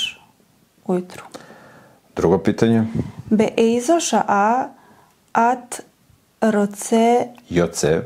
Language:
Serbian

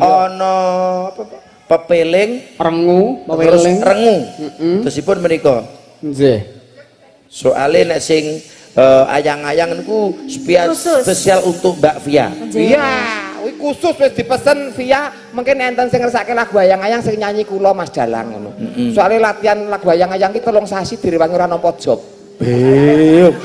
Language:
Javanese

